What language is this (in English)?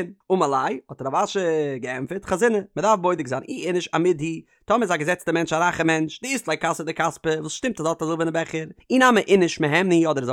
Yiddish